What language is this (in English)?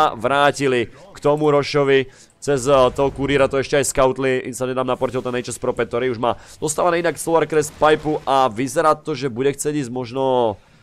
Slovak